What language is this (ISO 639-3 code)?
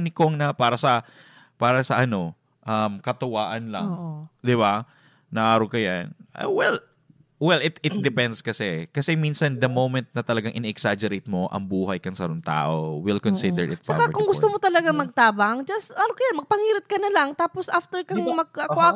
bik